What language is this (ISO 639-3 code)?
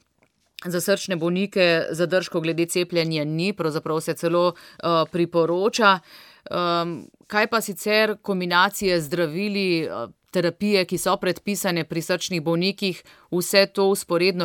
slv